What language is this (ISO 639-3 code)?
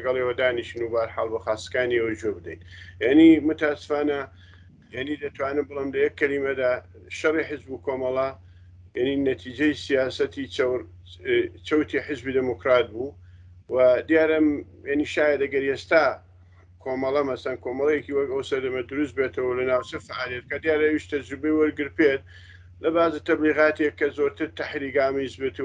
ckb